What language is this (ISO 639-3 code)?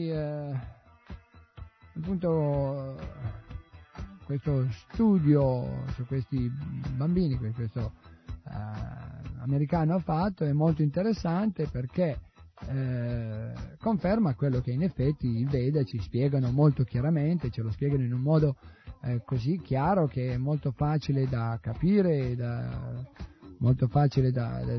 ita